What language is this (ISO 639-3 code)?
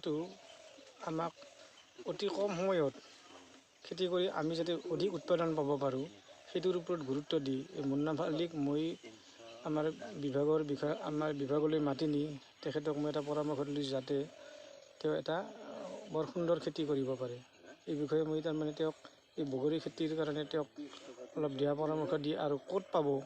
asm